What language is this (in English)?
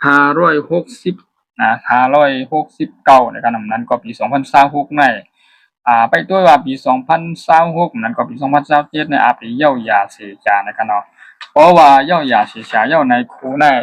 Shan